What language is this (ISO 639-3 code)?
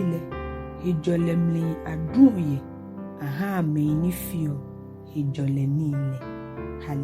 gaa